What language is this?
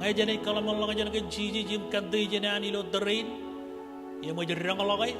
Marshallese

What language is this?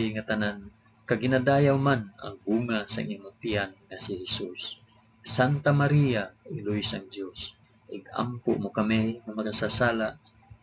Hiligaynon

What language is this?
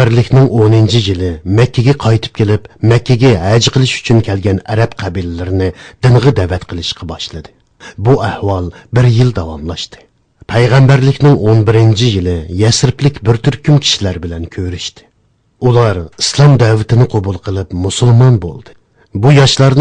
Uyghur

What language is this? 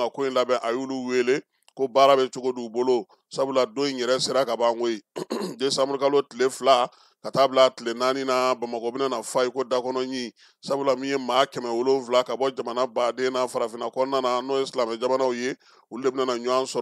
Bambara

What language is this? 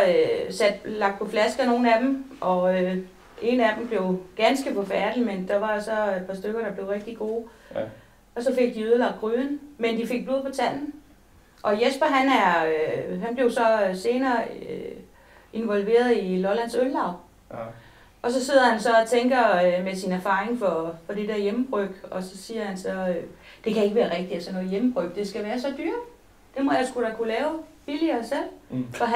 Danish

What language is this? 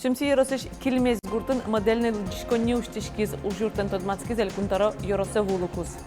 Udmurt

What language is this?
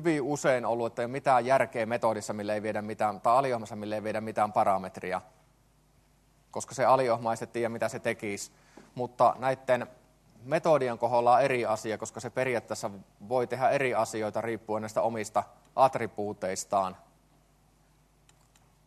Finnish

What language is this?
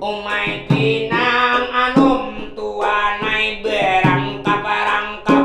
Banjar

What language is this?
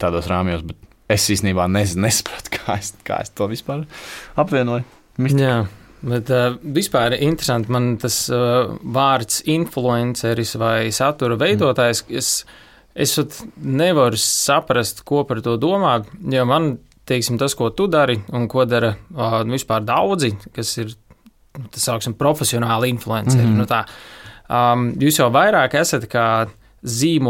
Latvian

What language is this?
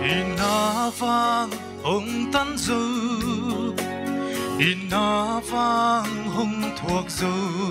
Paite Chin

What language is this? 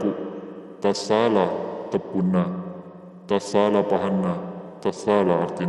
Buginese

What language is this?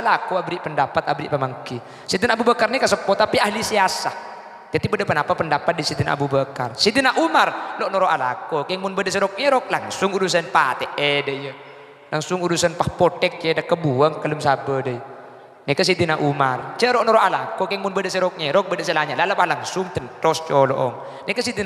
Madurese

